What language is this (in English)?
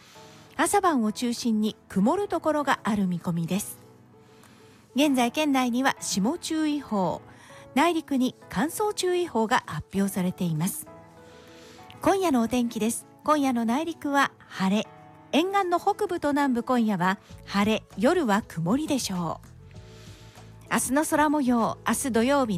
Japanese